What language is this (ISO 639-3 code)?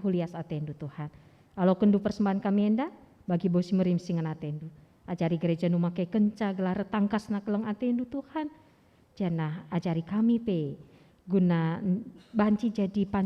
btx